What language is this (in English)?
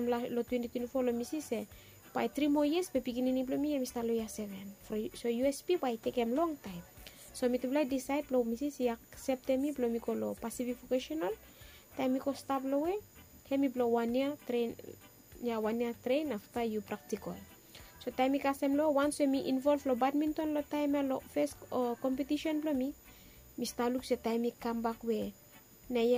Bislama